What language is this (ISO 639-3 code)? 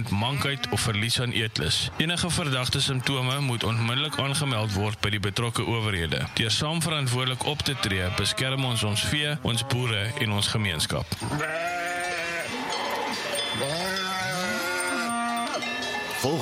afr